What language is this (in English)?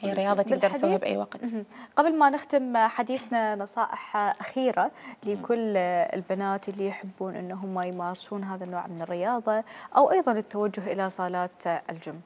Mesopotamian Arabic